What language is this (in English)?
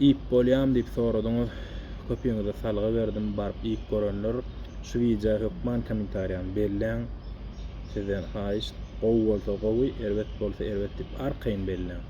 Turkmen